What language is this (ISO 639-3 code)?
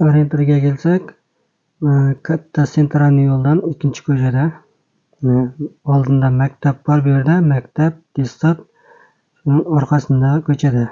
uzb